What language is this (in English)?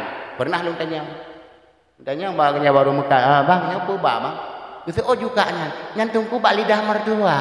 Achinese